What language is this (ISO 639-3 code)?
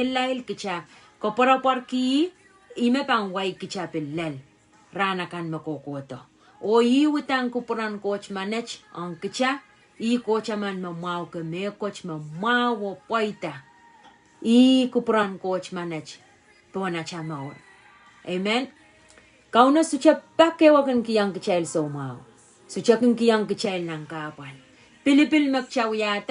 pon